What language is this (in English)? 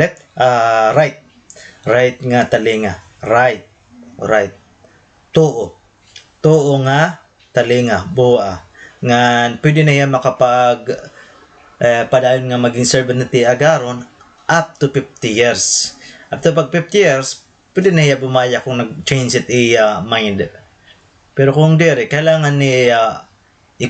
Waray